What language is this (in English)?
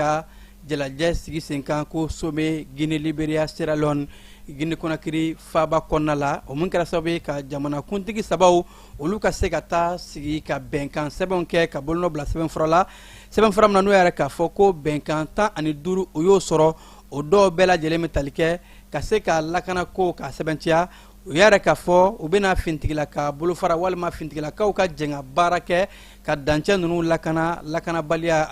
Bambara